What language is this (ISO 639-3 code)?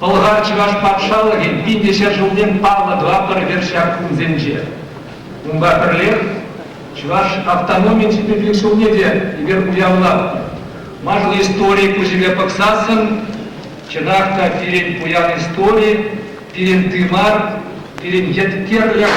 chv